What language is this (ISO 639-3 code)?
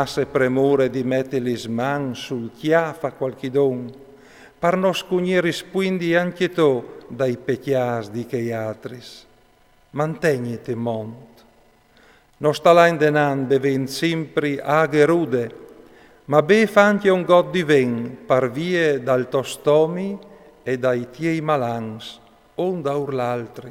fur